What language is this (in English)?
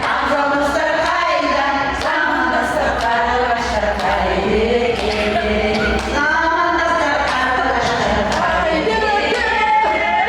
Kara-Kalpak